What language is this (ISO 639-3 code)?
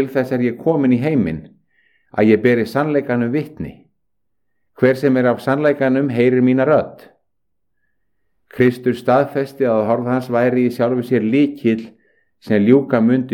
isl